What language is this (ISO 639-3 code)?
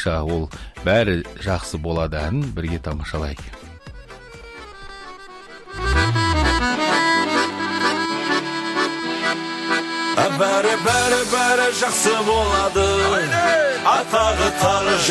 kaz